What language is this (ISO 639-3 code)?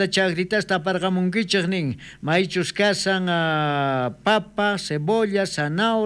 quh